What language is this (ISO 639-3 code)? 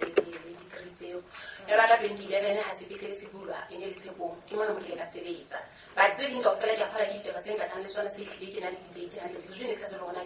sot